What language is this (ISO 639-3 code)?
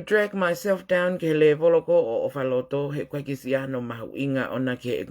ton